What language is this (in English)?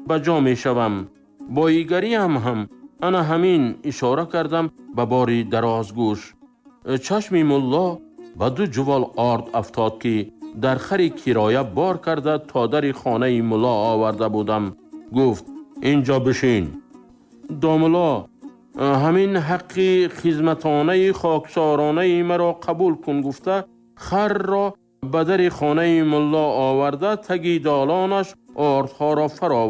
Tajik